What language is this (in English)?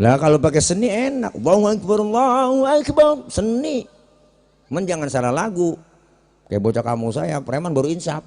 Betawi